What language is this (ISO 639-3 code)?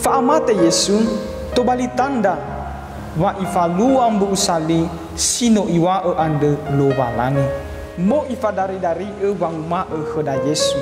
nia